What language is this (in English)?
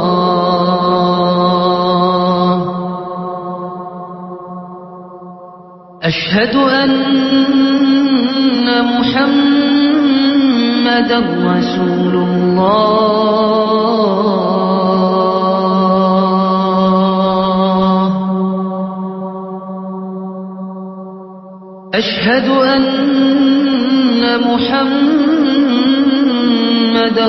Indonesian